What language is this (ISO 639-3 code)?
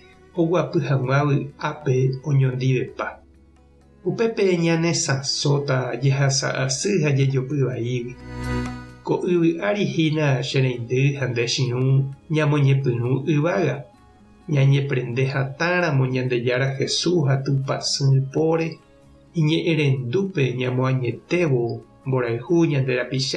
grn